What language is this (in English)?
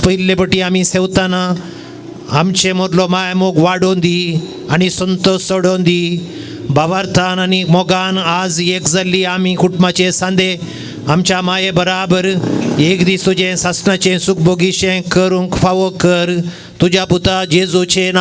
Konkani